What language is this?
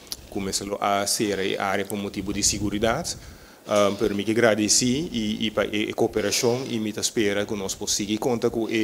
Papiamento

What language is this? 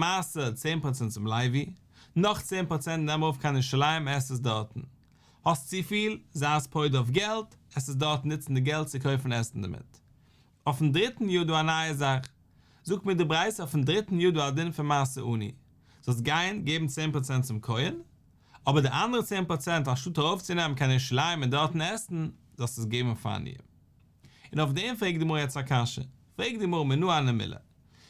Yiddish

